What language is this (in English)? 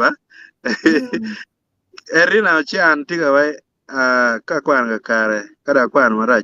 Acoli